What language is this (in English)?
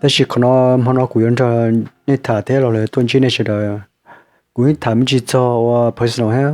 Hmong